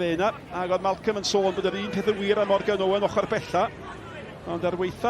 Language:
Welsh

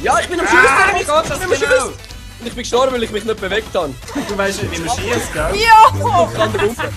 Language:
Swiss German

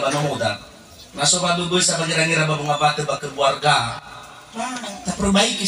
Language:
Nias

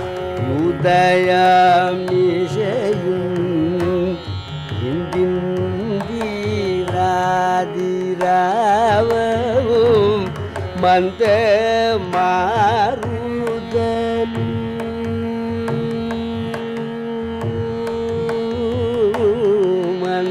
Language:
Tamil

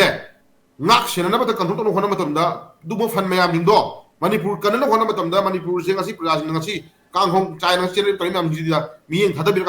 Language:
Manipuri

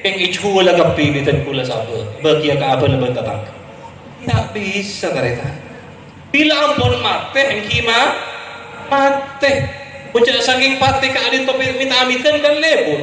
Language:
Madurese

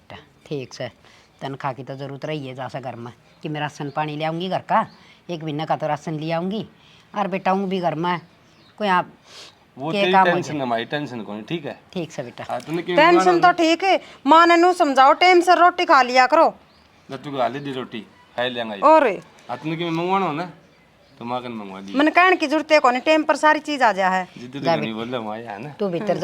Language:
Haryanvi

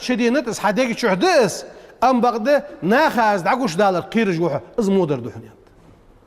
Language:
Ingush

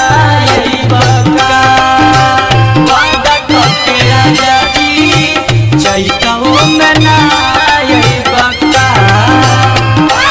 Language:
Bhojpuri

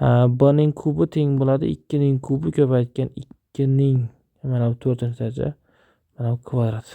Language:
Uzbek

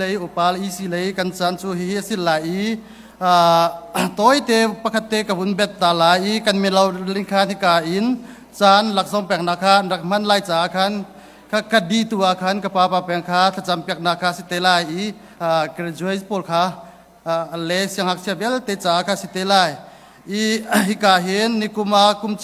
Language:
Hakha Chin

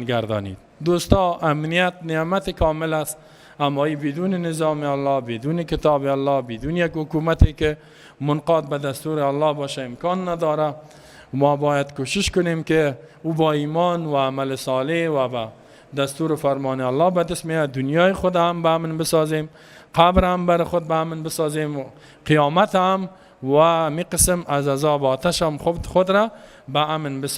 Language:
Persian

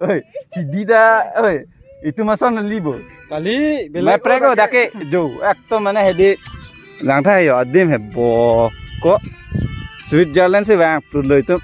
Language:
Karbi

